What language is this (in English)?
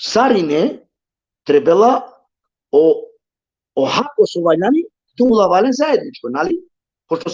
Balkan Romani